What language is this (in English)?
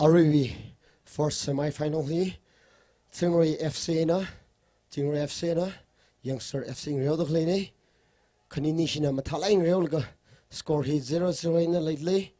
Tangkhul Naga (India)